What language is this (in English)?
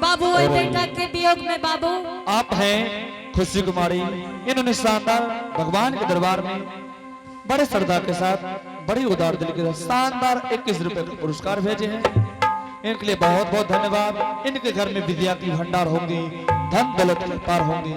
Angika